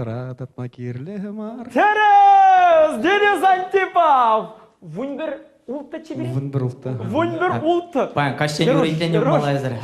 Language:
Chuvash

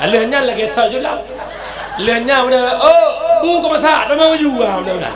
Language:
Achinese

